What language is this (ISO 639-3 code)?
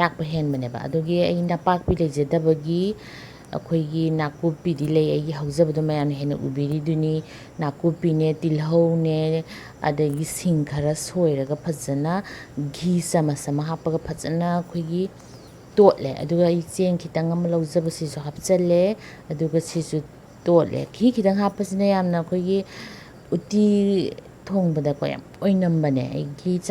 mni